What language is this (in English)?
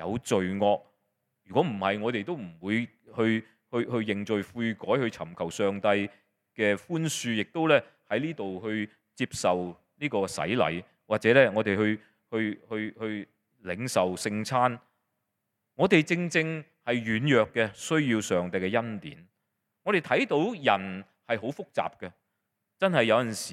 Cantonese